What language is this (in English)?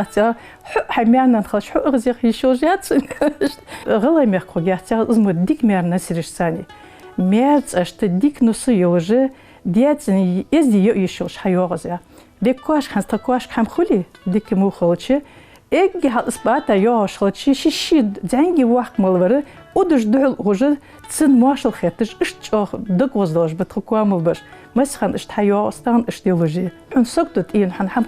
Ingush